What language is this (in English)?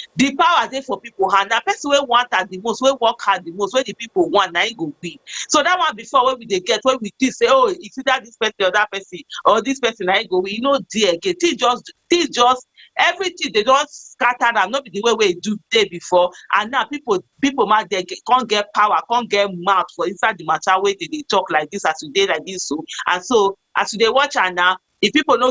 Nigerian Pidgin